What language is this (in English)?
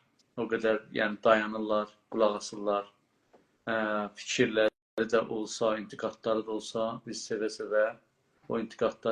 South Azerbaijani